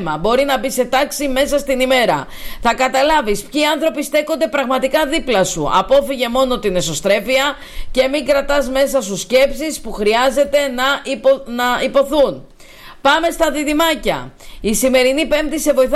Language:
Greek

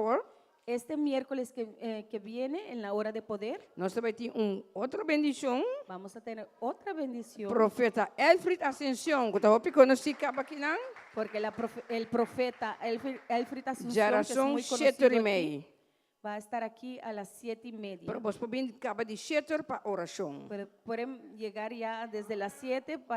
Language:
Papiamento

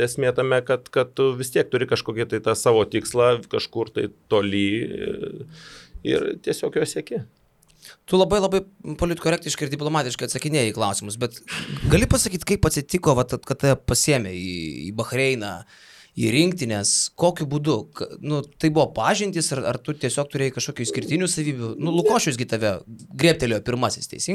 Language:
Lithuanian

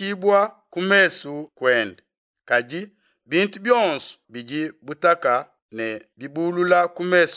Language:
Luba-Lulua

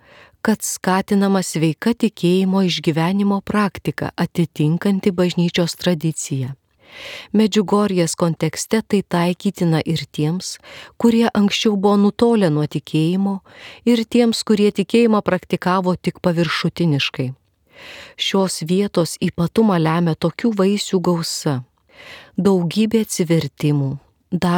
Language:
Lithuanian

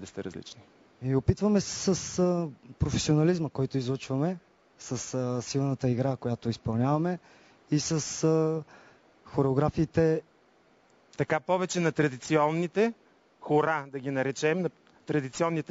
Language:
Bulgarian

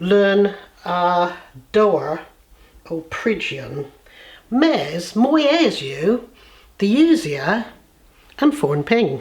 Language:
Cornish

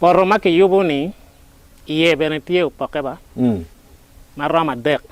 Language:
Acoli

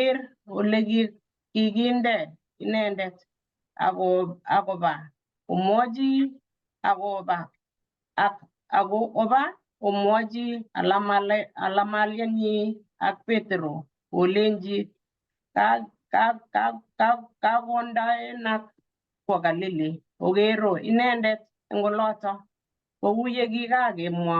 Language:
Kalenjin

